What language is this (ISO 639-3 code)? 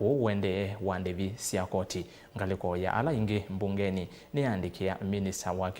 kam